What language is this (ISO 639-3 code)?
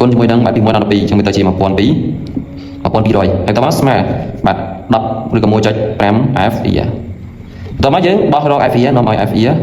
khm